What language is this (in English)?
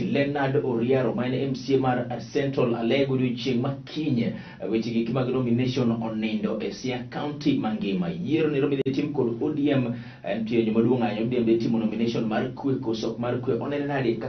Luo (Kenya and Tanzania)